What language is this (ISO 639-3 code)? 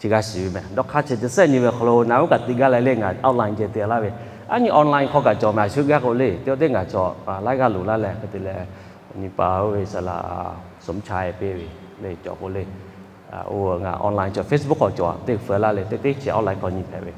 lhu